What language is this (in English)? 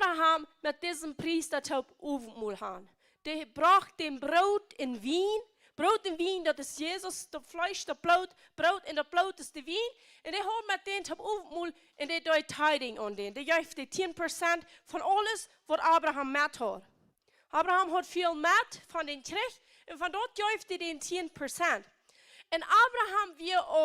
Plautdietsch